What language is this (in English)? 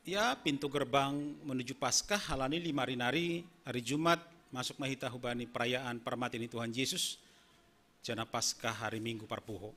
Batak Simalungun